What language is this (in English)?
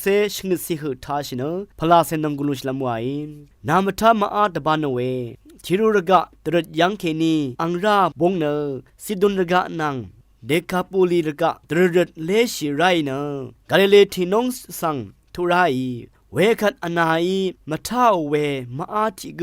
Rawang